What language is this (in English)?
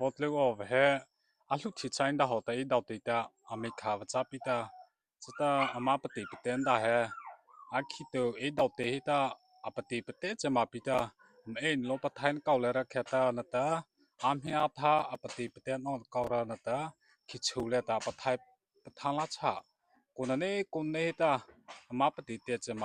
Mara Chin